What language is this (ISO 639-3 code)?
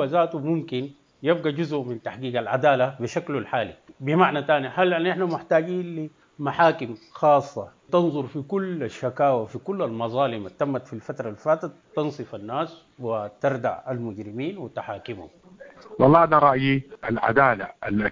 apd